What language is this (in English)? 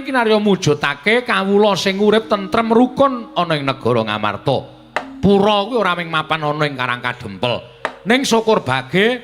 Javanese